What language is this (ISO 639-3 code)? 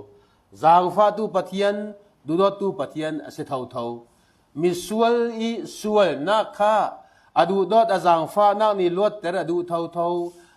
cfm